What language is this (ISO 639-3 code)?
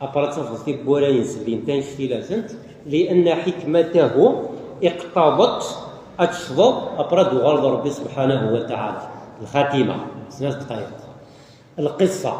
kab